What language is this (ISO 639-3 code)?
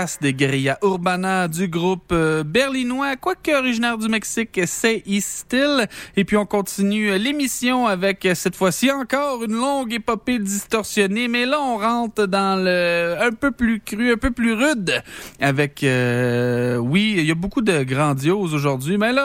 fra